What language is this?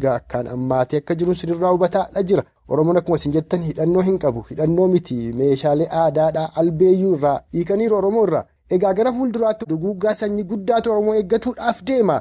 Oromo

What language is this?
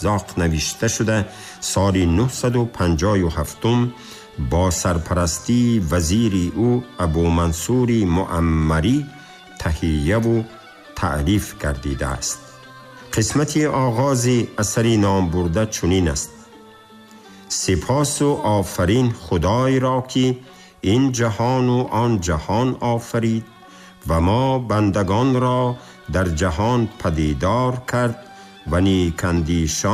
Tajik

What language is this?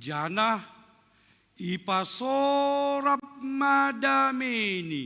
Batak Simalungun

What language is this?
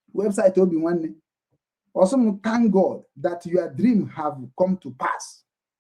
Igbo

